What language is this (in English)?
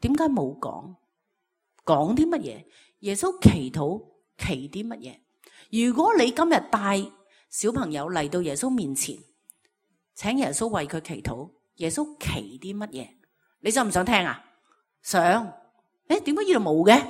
Cantonese